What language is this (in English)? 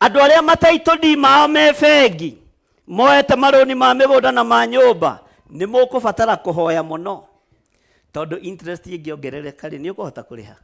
Kikuyu